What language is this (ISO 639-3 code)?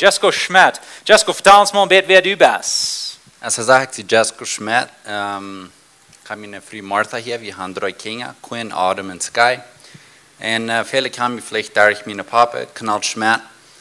pdt